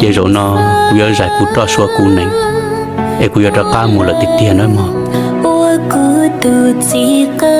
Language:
Hmong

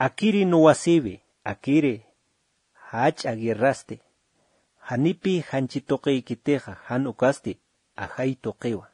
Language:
Aymara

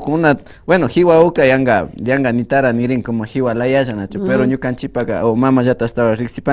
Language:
Imbabura Highland Quichua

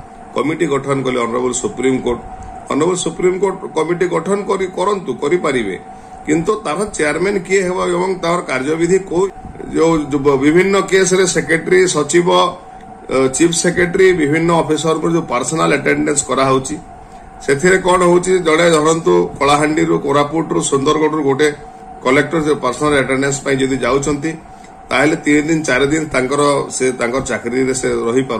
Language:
Odia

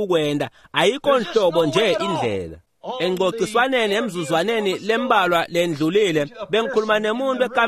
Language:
Swati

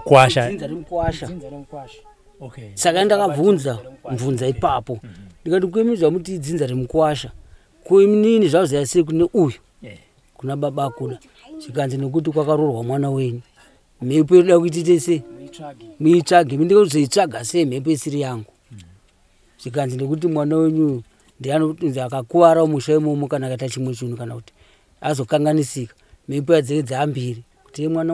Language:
Shona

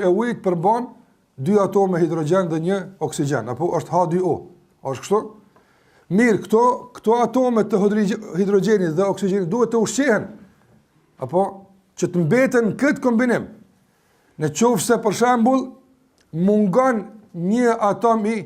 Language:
Albanian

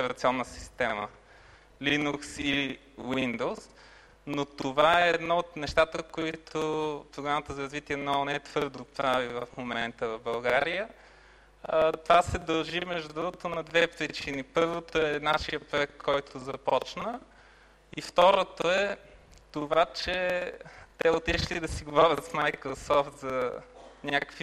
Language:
Bulgarian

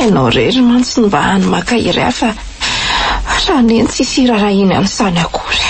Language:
Malagasy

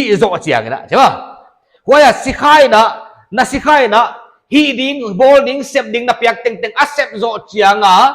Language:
Paite Chin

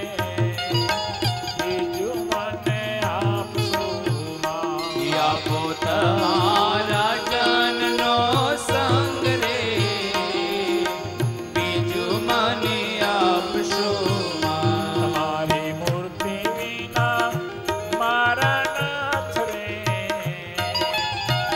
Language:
Gujarati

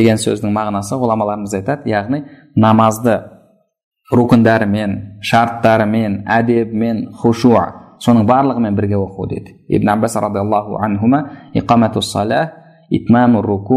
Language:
Kazakh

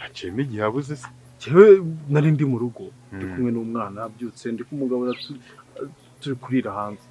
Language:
Kinyarwanda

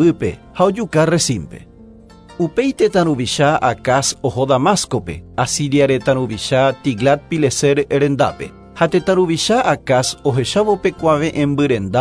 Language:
Guarani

